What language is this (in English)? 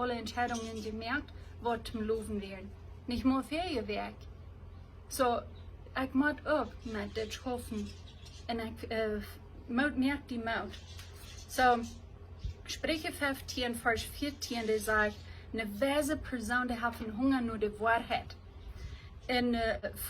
Plautdietsch